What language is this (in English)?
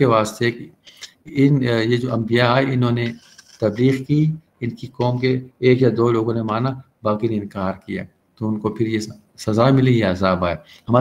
Urdu